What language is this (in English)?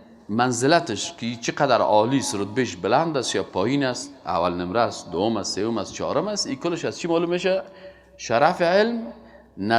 Persian